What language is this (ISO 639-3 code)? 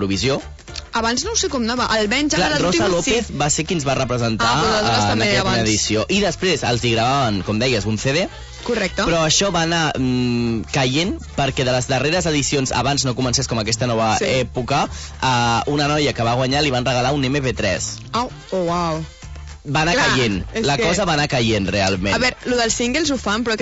cat